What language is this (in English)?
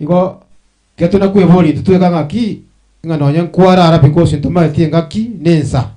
Gusii